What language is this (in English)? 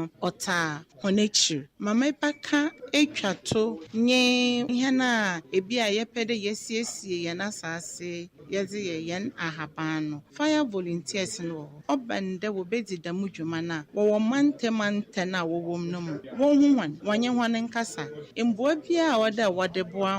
Akan